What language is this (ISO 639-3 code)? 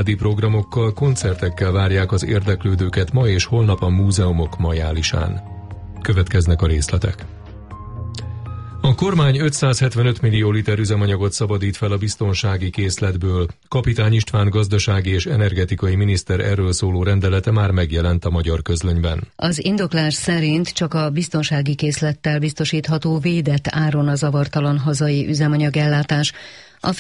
hun